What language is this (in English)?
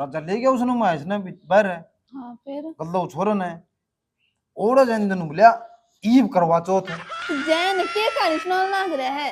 Haryanvi